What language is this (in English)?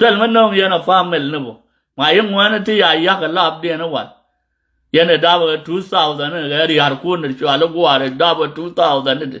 Nuer